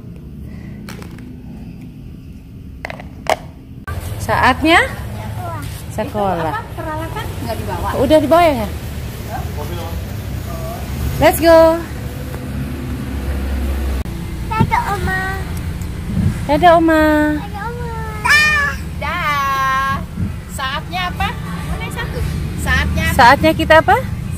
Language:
Indonesian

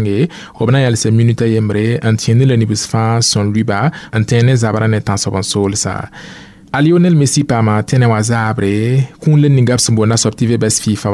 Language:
Mossi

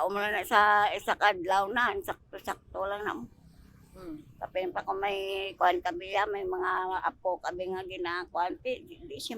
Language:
Hiligaynon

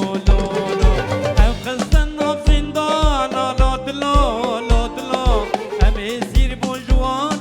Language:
Kurdish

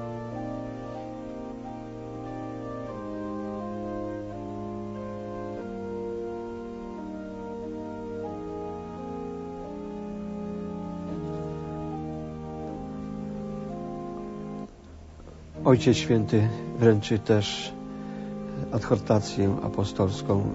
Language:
Polish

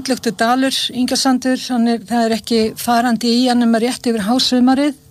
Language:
Icelandic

